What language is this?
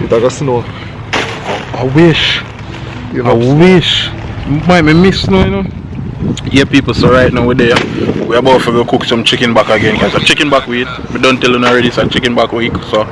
Jamaican Creole English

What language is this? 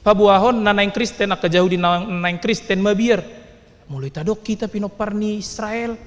Batak Toba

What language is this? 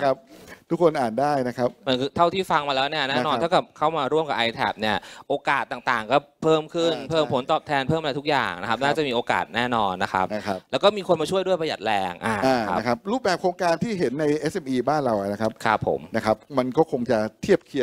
Thai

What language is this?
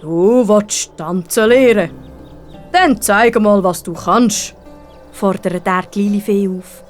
Swiss German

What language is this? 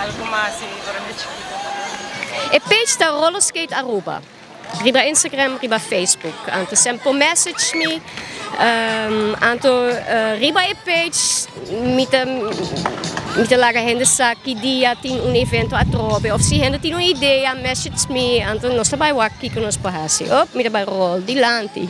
Papiamento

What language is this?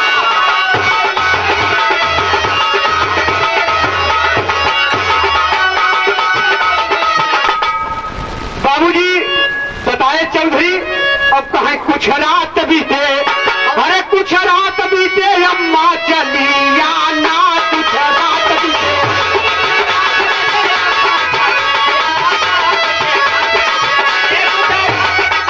Bhojpuri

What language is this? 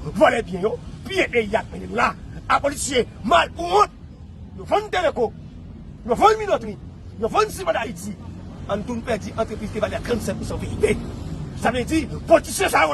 Haitian Creole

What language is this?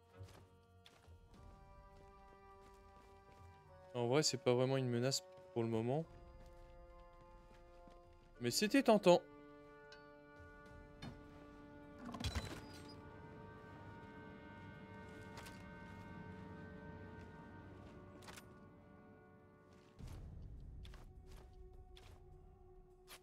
French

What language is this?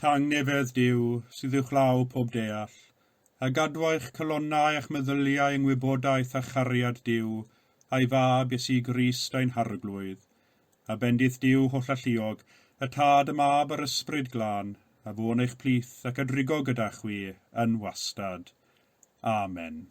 Welsh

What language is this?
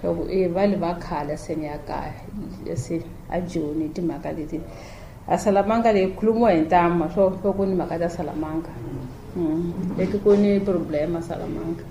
Tsonga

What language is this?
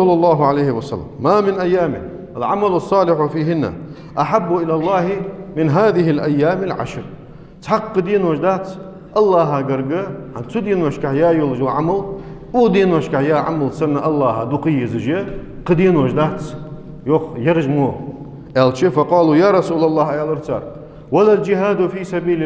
Ingush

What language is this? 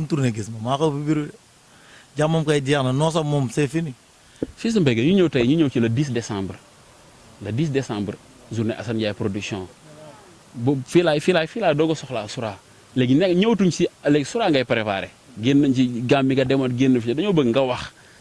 Wolof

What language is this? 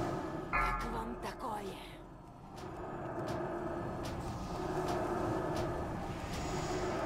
Russian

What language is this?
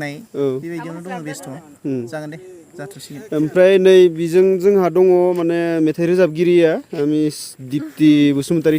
Bodo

